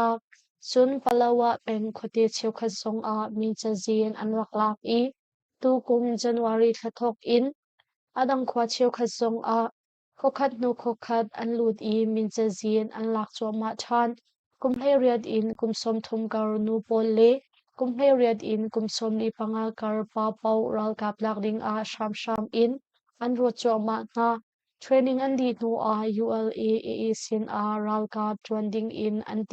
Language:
Hakha Chin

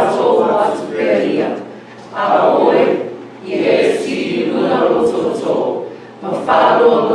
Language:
Samoan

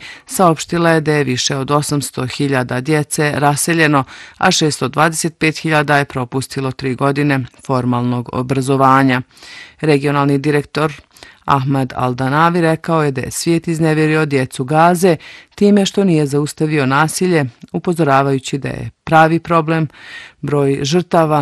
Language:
Bosnian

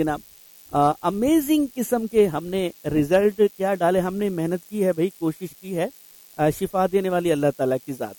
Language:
Urdu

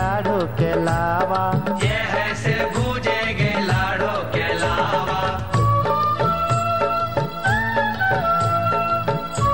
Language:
Bhojpuri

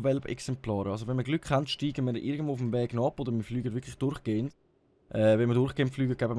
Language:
Swiss German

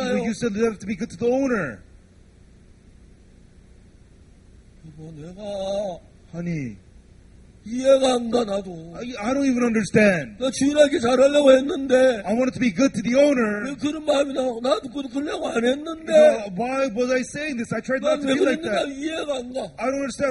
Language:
Korean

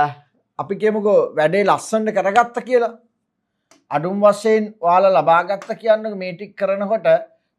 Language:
Sinhala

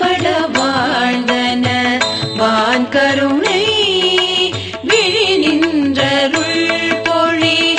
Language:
Tamil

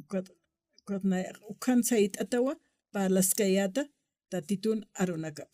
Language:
Aymara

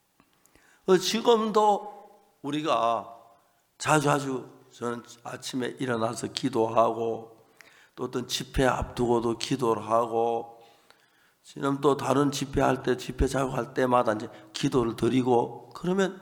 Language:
Korean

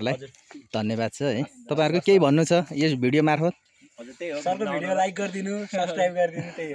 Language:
Nepali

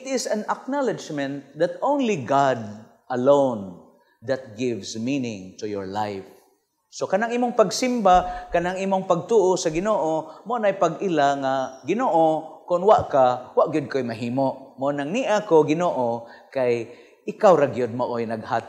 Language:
Cebuano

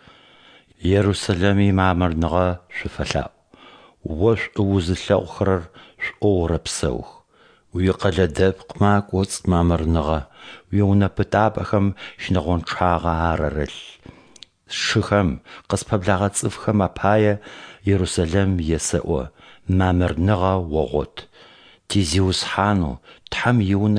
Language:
Adyghe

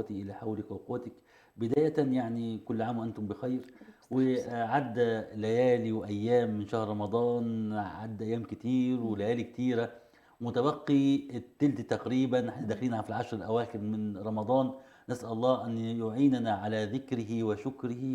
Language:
Egyptian Arabic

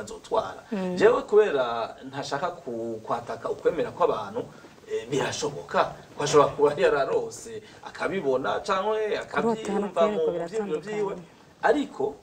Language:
Rundi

